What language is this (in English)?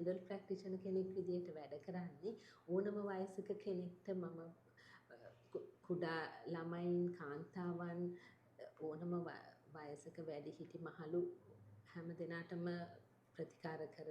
Sinhala